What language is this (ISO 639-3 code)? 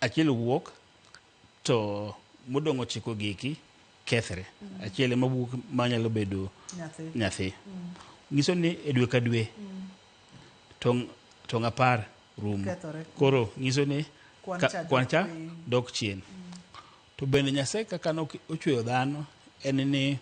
luo